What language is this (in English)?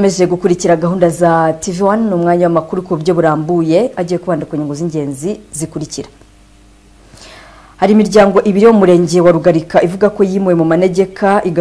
Kinyarwanda